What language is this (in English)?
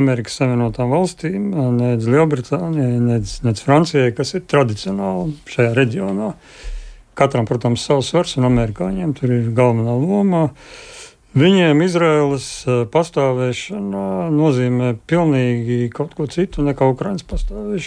Latvian